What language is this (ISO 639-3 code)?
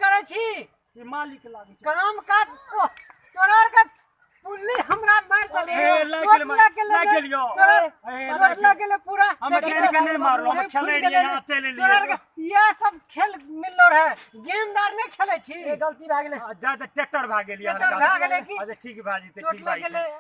mai